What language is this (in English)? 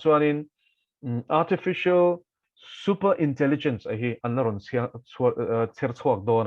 Mizo